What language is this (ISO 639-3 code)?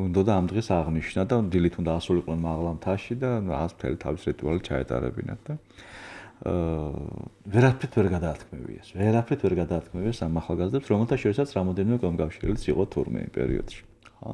kat